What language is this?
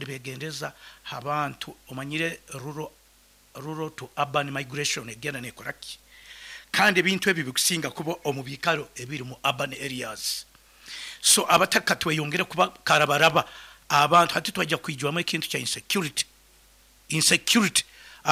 Nyoro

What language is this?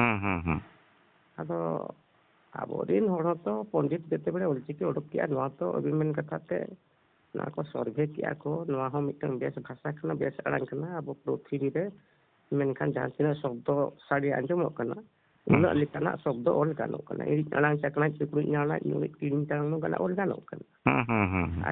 Santali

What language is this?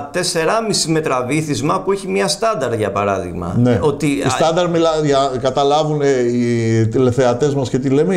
Greek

